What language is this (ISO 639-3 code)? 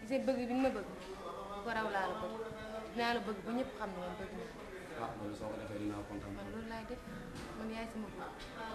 wol